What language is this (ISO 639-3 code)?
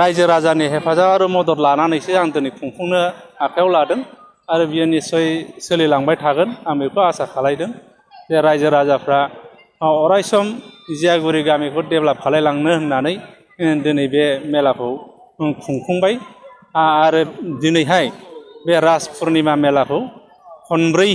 brx